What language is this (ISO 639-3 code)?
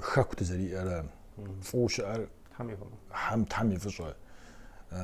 kbd